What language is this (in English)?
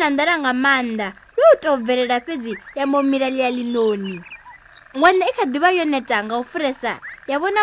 Venda